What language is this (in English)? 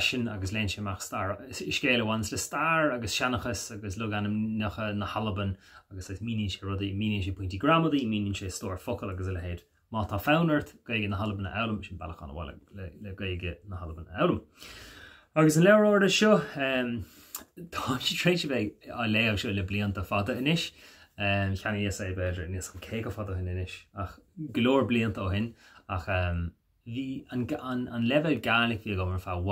Irish